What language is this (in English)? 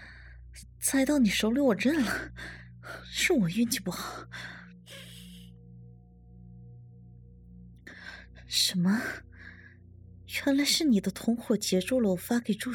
Chinese